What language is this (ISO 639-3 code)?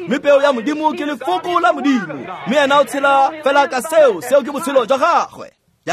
tsn